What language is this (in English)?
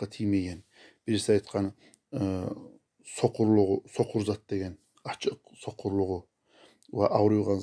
Kumyk